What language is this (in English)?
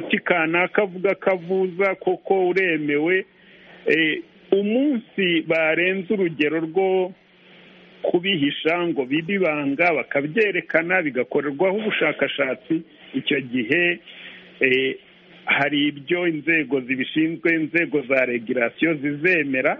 Kinyarwanda